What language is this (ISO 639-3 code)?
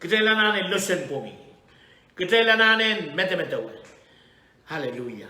pon